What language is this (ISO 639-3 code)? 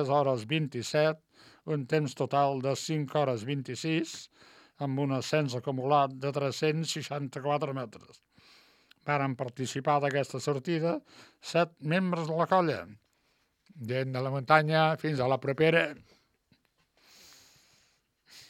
cat